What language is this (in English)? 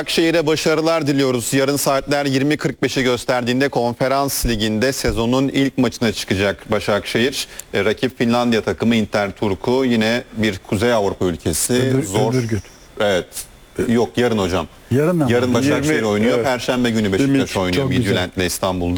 Turkish